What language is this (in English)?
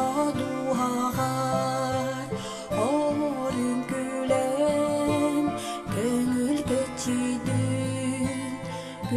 Yakut